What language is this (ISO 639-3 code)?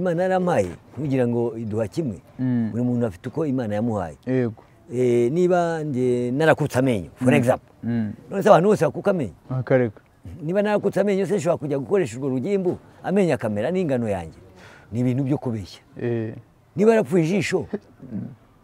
kin